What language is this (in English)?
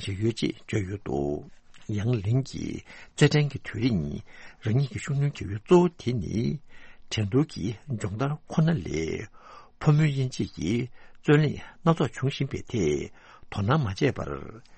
Tibetan